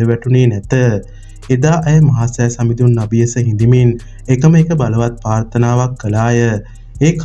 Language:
Sinhala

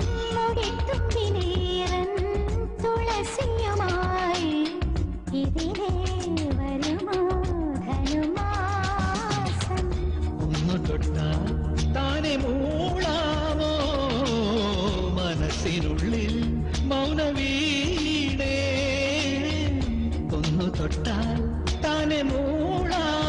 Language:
Malayalam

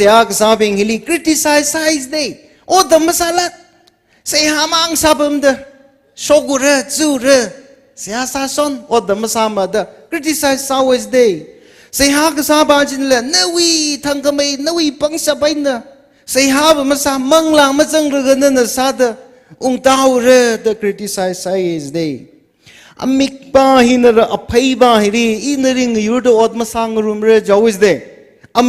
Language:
Tangkhul Naga (India)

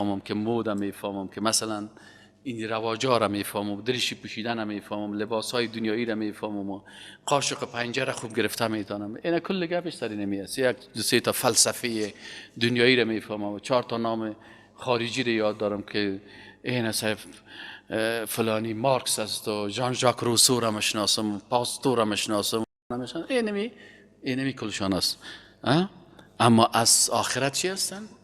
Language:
Persian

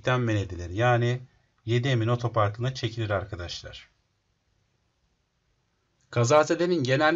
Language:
Turkish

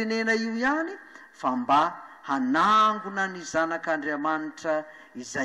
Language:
Malagasy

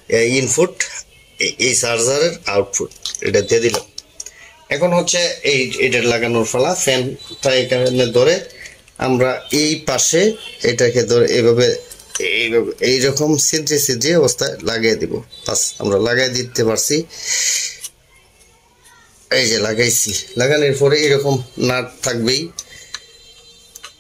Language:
Bangla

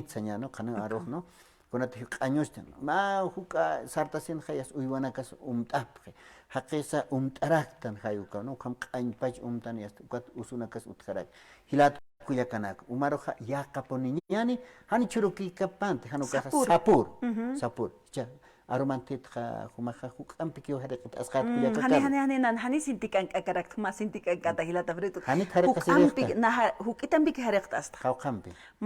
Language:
Aymara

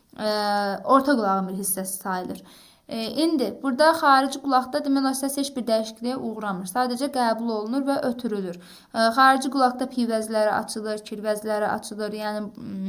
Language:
Azerbaijani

